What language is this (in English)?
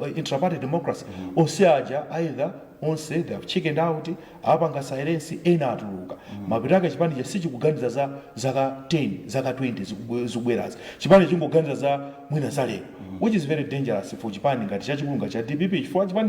Nyanja